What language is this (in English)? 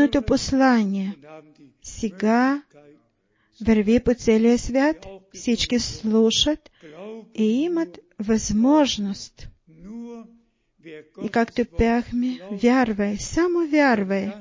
Bulgarian